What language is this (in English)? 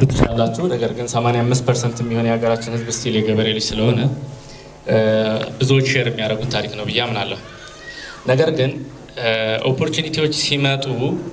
Amharic